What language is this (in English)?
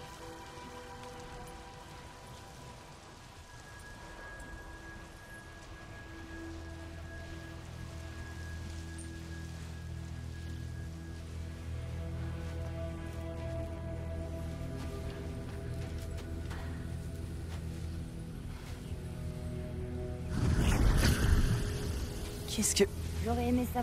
French